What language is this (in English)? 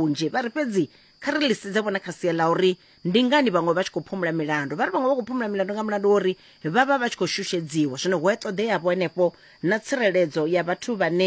Venda